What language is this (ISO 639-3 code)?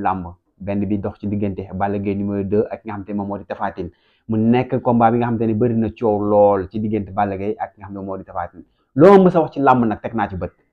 wol